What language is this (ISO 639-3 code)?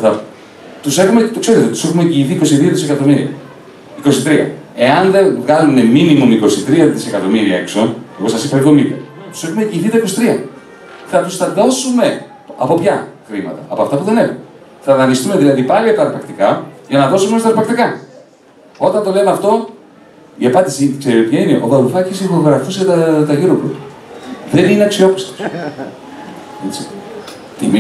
ell